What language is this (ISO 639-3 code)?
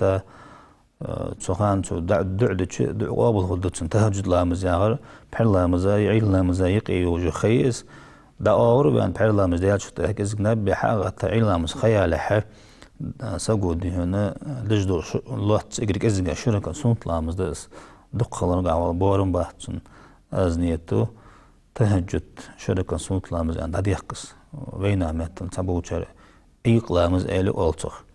inh